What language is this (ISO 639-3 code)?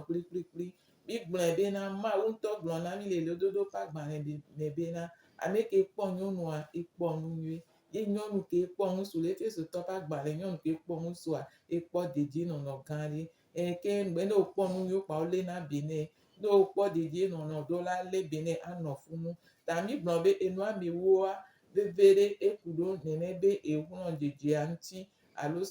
gej